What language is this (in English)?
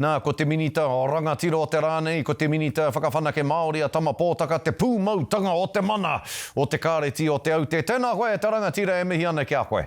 Māori